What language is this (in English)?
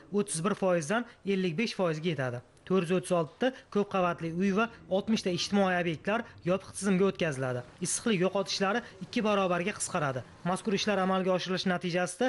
Uzbek